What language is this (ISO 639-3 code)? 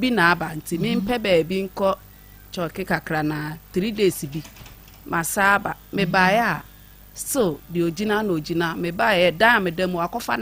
aka